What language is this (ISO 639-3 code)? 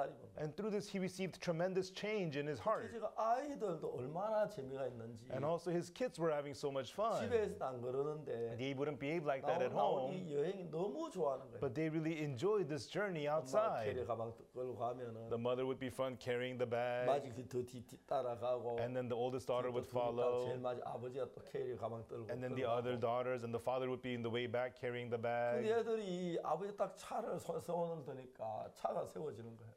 kor